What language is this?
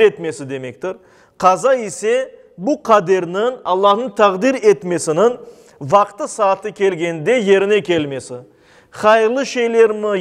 Crimean Tatar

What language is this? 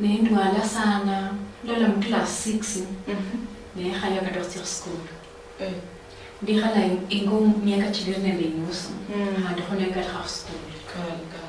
Luyia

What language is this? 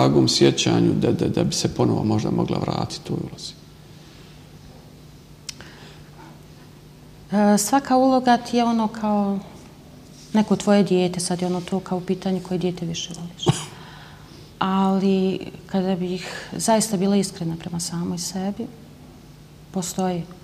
Bosnian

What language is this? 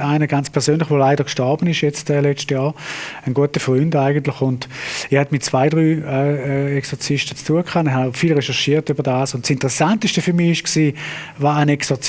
Swiss German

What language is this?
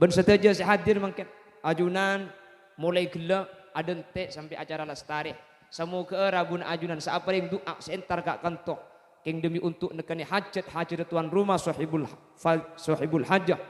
Madurese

